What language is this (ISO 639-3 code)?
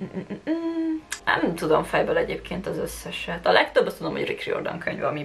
hun